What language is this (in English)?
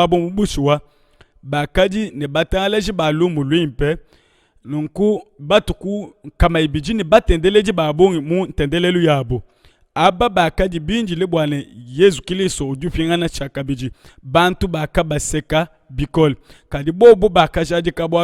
Luba-Lulua